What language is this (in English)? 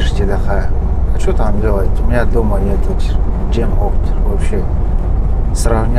Yakut